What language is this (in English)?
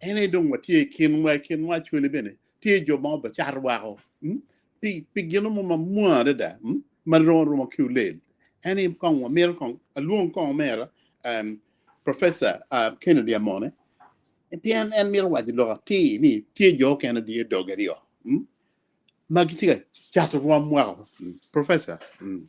Acoli